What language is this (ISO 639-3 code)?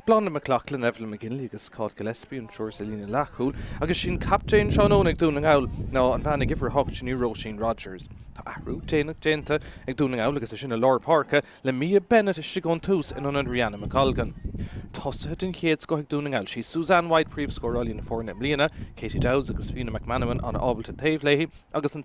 gle